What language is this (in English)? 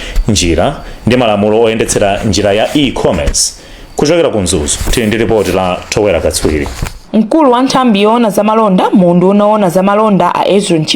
Nyanja